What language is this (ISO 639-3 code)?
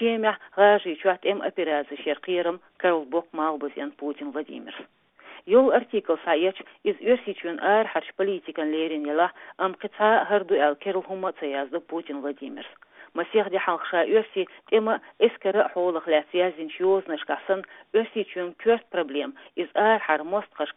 che